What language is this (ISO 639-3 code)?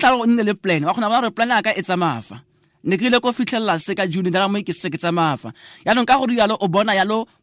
tsn